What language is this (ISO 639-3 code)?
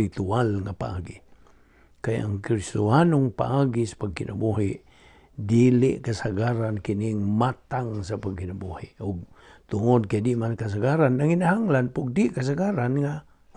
ceb